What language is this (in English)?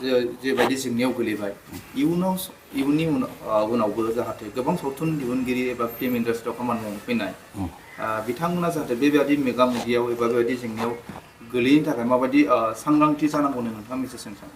Bodo